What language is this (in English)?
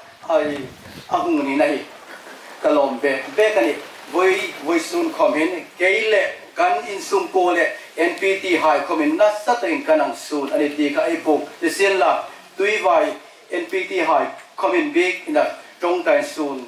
Hmar